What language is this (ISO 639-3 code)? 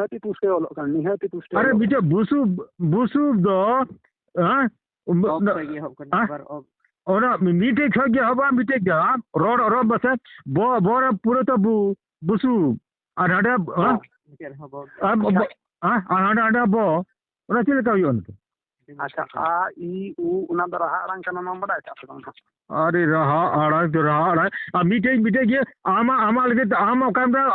sat